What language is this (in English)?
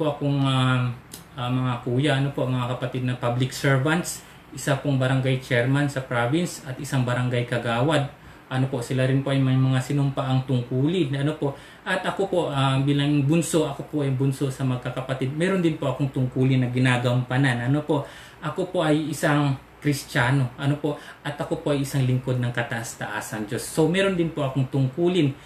Filipino